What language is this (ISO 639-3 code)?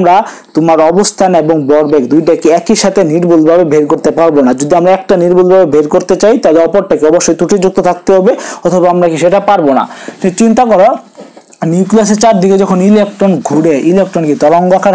ben